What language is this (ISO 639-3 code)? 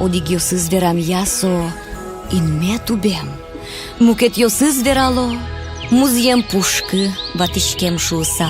udm